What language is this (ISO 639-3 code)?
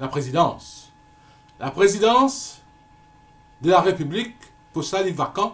mfe